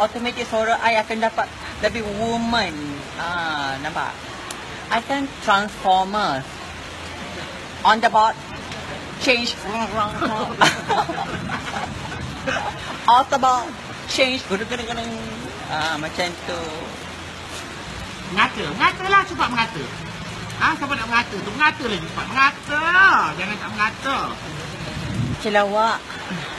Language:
Malay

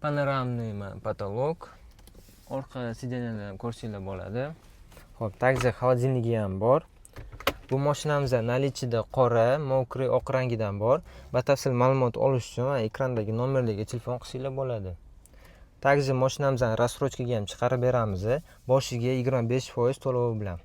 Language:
Uzbek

